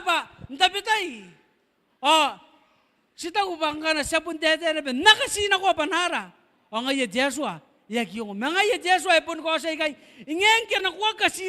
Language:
Gilbertese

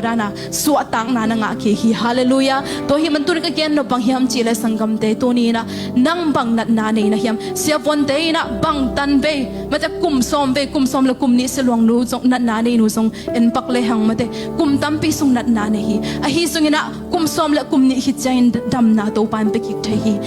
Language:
Tedim Chin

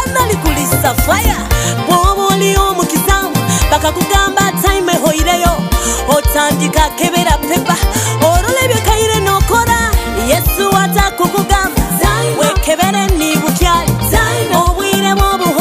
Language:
Nyoro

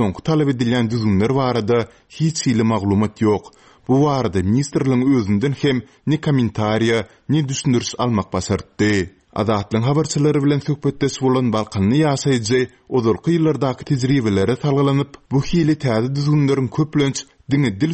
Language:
Turkmen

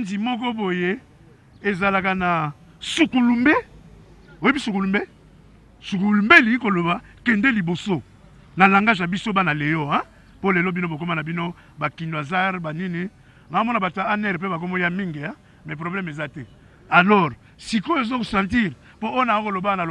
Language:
Lingala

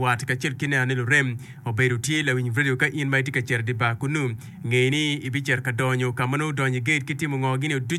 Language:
Acoli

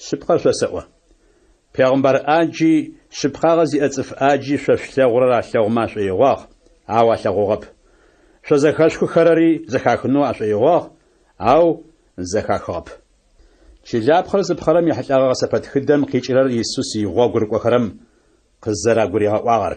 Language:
Adyghe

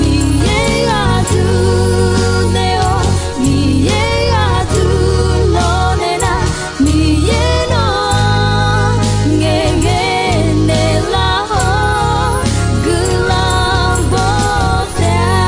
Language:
Akha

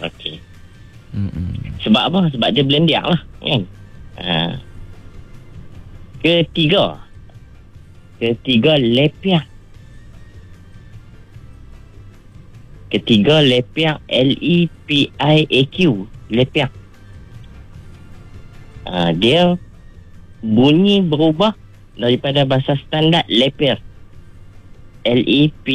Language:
Malay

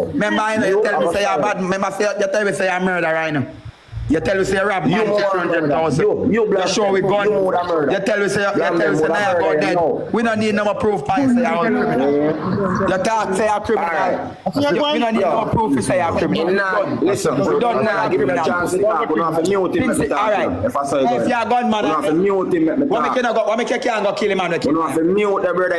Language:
Jamaican Creole English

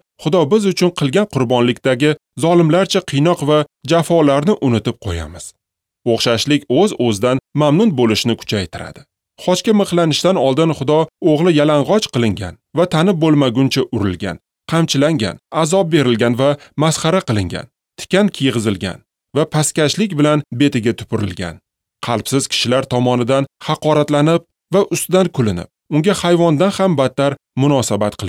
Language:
Uzbek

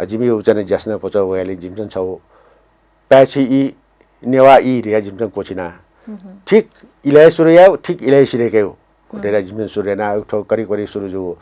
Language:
Newari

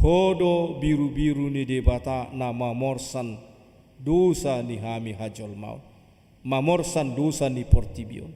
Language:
Batak Toba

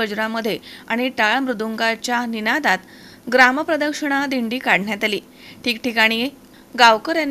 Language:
Marathi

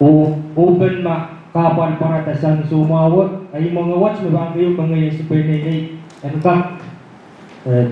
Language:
Pohnpeian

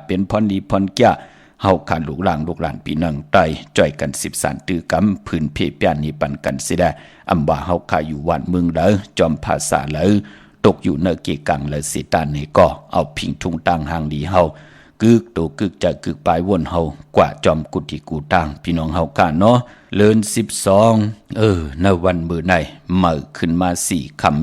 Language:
Shan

